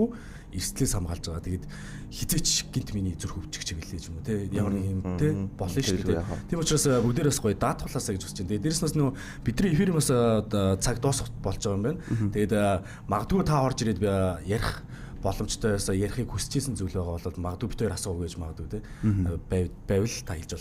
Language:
Mongolian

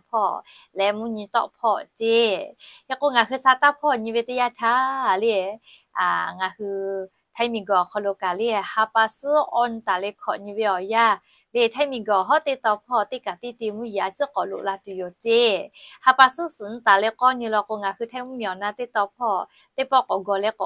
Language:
Lahu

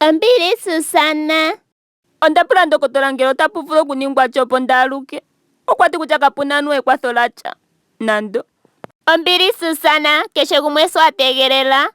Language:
Ndonga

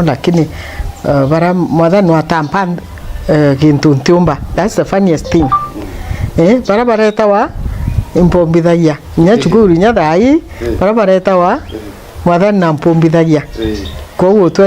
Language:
Meru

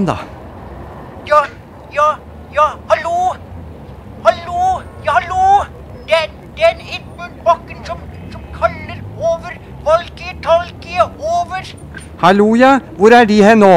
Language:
Norwegian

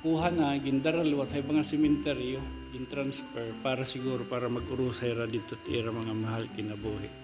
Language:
Waray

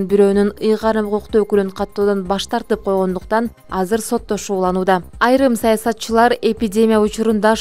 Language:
Kyrgyz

